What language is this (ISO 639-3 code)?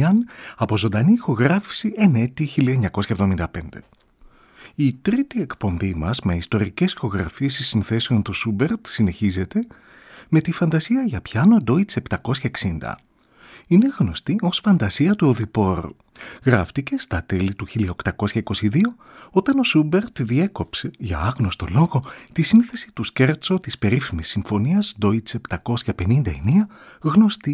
ell